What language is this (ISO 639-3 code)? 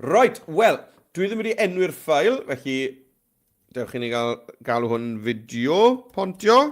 cym